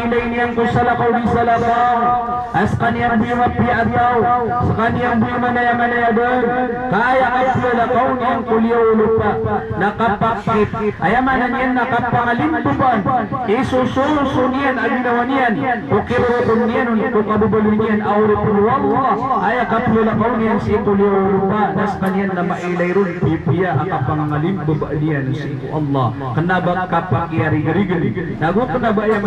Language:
Maranao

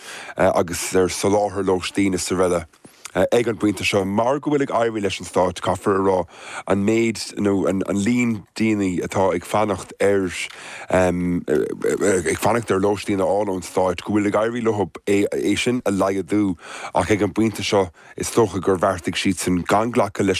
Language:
Irish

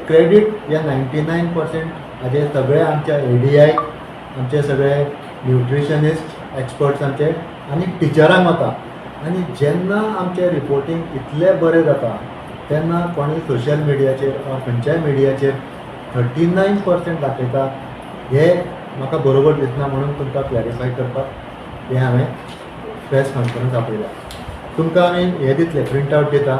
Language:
Konkani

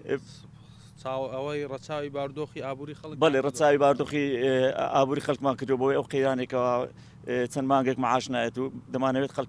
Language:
Central Kurdish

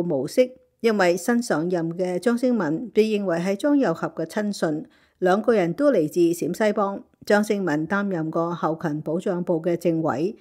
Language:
Cantonese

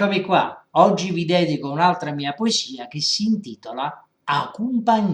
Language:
Neapolitan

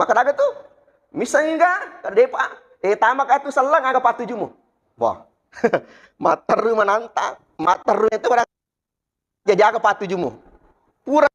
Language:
Buginese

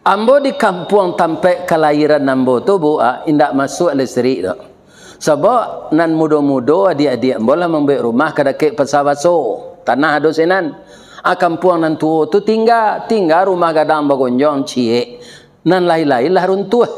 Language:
Minangkabau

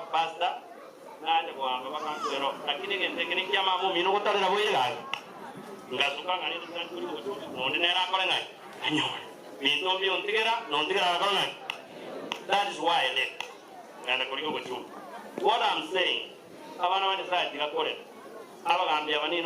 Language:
Gusii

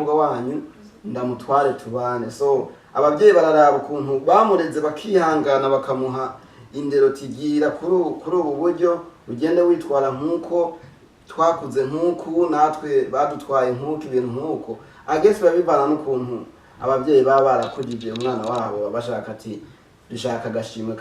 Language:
Rundi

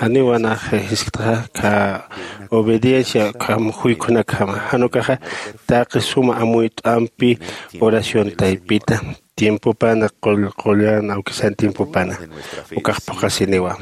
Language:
Aymara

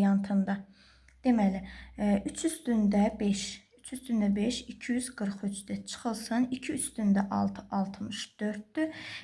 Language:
Azerbaijani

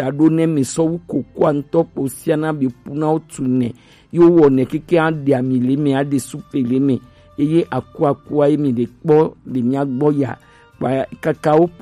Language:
Gen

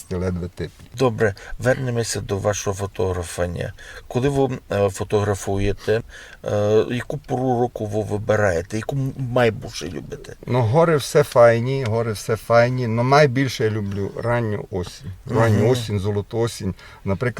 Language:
Rusyn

